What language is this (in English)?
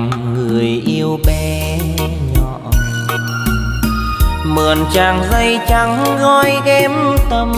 Vietnamese